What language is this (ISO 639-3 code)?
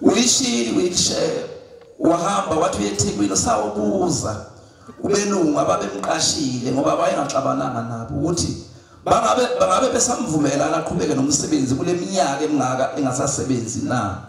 zul